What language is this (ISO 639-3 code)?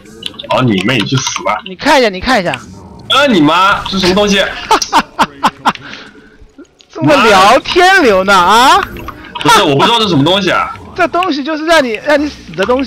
zho